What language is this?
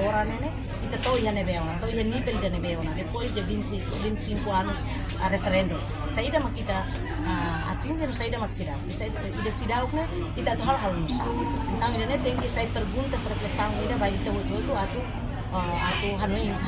Tetum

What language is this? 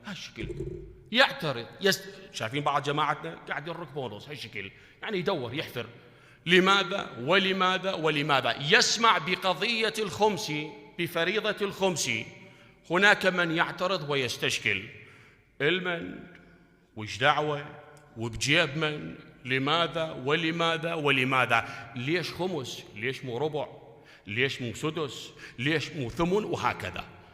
Mesopotamian Arabic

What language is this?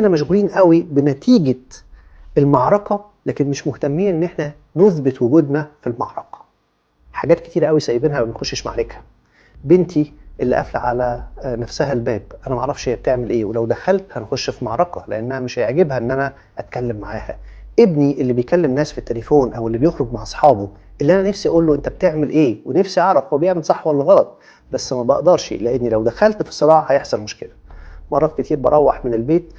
Egyptian Arabic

